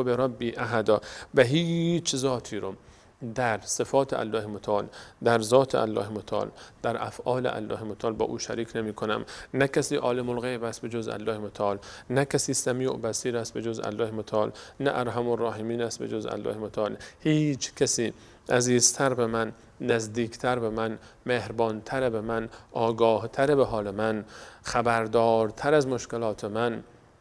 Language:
Persian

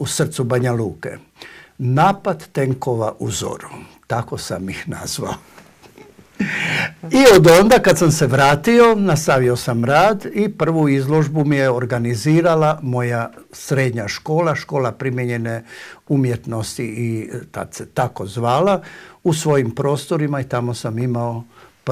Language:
Croatian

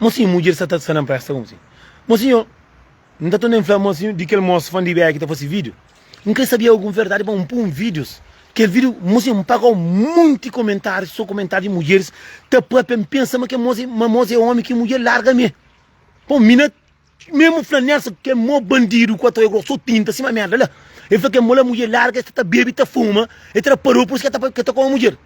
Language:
Kabuverdianu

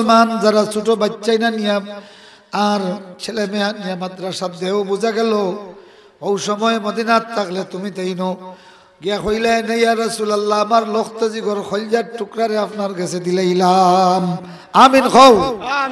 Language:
Sylheti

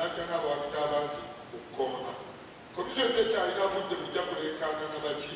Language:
Ganda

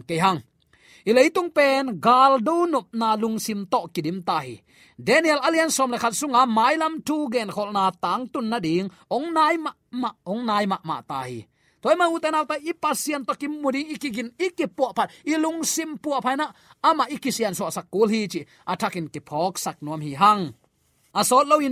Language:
Tedim Chin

